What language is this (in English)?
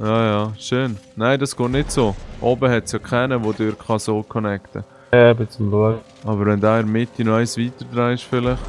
Swiss German